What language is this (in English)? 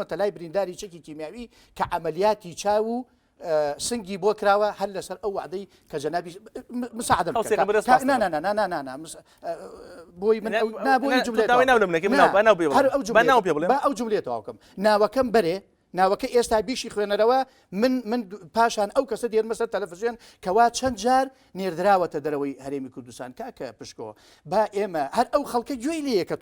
Central Kurdish